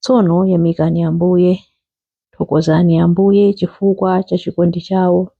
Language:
Nyanja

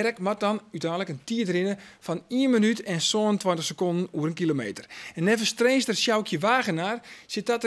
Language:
Western Frisian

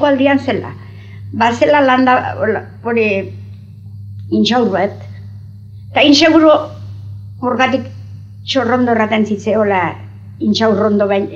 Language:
Basque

